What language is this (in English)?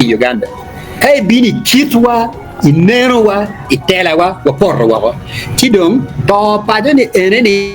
Acoli